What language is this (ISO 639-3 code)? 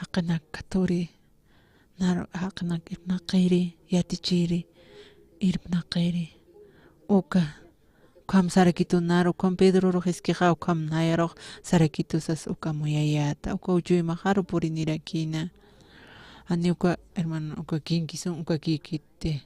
aym